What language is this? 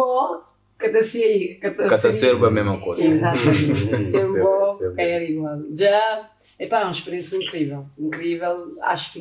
Kabuverdianu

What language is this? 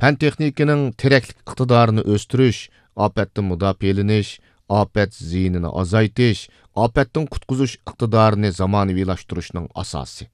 Uyghur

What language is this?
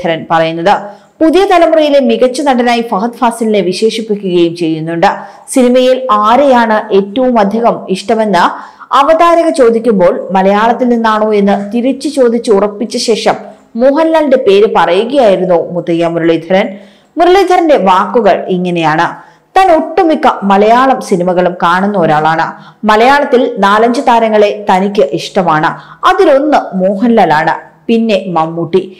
Malayalam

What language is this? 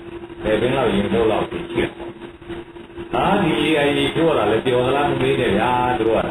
Burmese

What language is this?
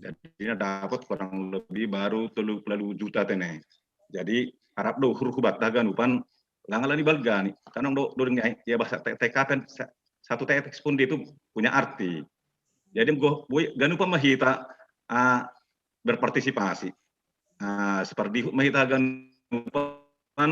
Batak Simalungun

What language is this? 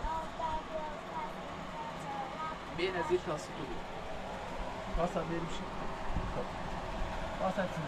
Persian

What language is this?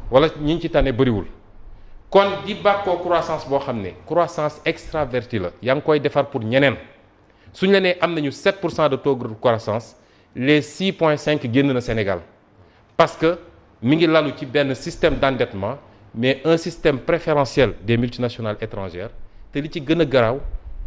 Wolof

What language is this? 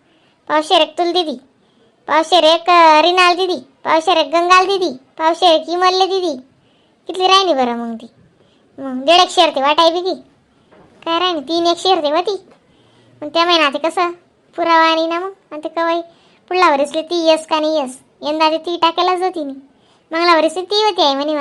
Khandesi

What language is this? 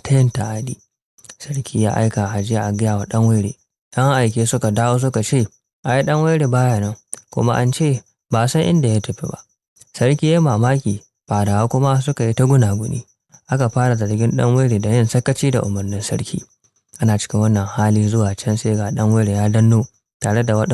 Hausa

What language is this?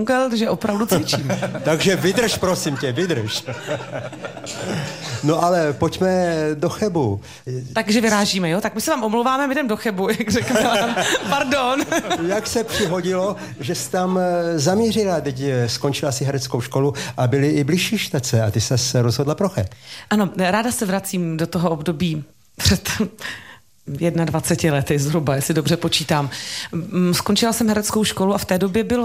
Czech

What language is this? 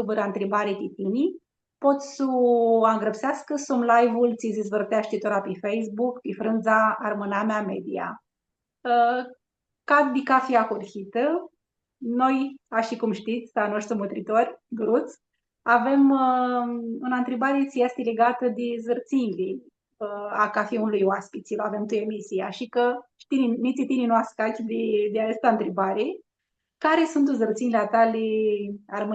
Aromanian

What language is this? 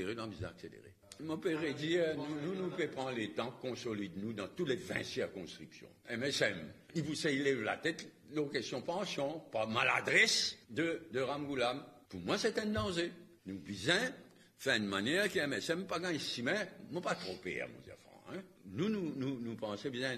Morisyen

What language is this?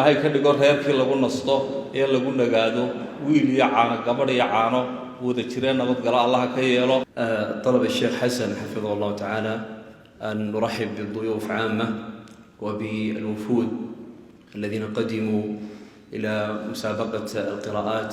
Somali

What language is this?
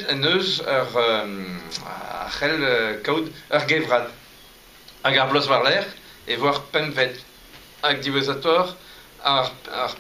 Breton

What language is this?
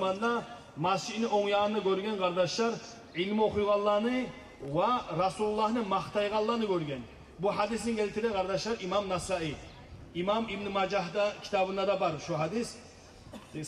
Kumyk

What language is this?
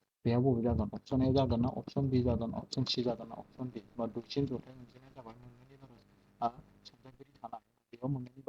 Bodo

